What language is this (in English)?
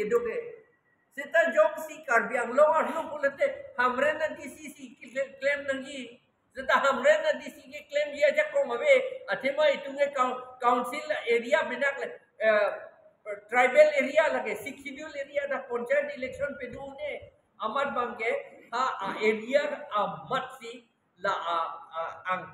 Karbi